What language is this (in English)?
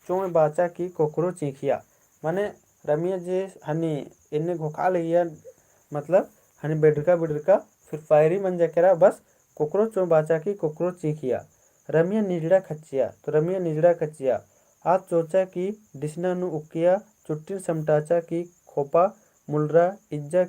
Kurukh